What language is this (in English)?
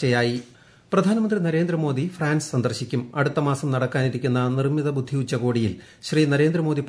Malayalam